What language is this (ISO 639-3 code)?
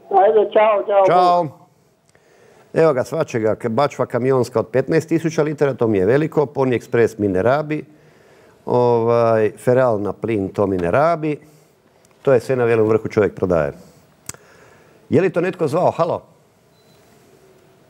hrv